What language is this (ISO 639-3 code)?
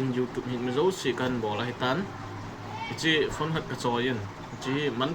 tcz